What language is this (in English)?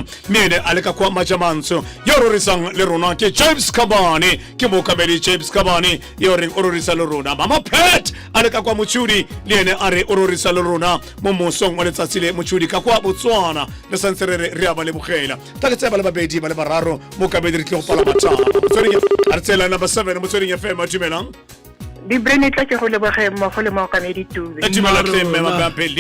Tswana